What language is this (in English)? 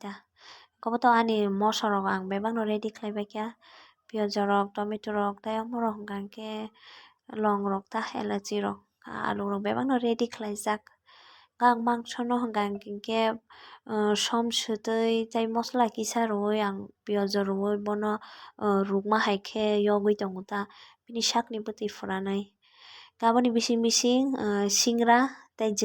Kok Borok